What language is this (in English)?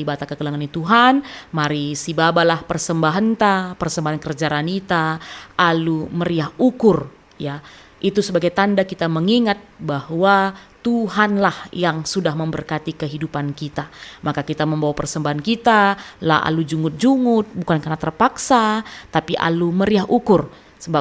Batak Karo